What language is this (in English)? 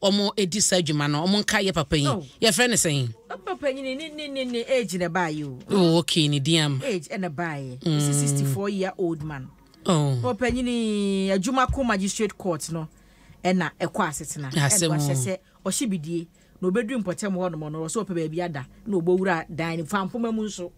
Akan